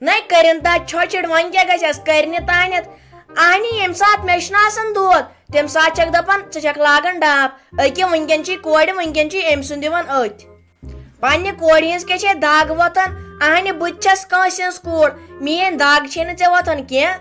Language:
Kashmiri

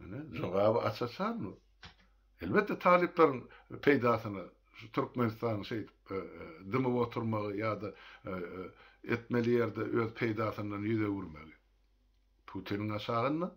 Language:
Turkmen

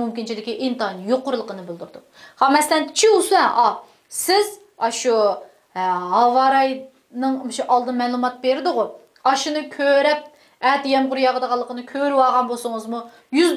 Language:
Uyghur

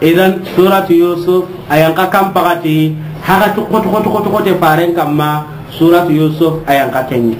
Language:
Soninke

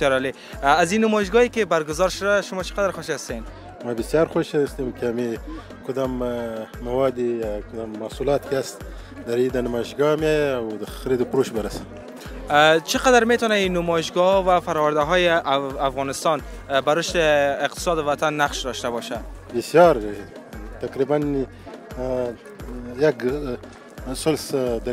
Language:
Persian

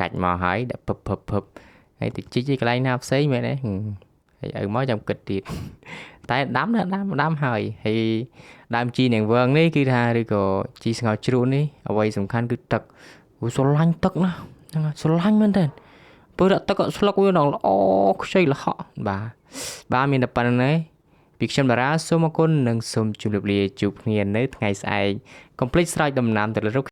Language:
Khmer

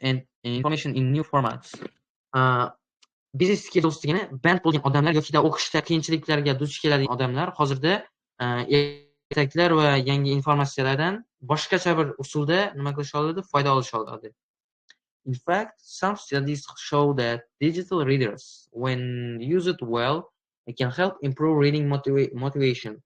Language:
Uzbek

